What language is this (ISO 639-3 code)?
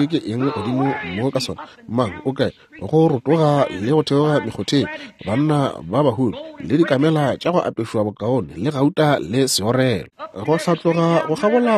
nso